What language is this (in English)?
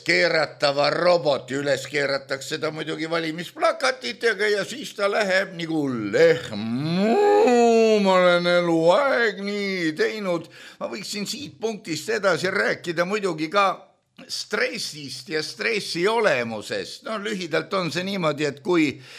Estonian